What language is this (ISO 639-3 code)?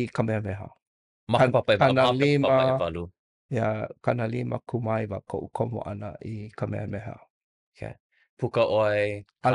haw